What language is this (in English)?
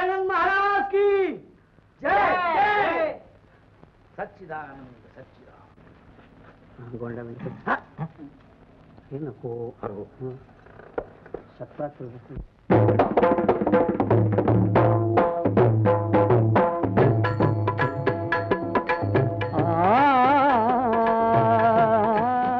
Marathi